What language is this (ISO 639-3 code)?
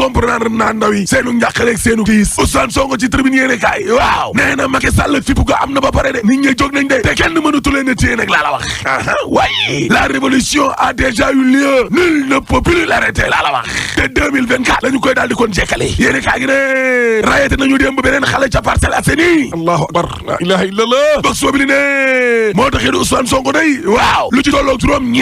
wol